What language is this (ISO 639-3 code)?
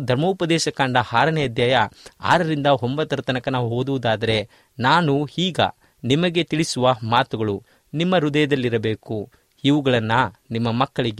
kan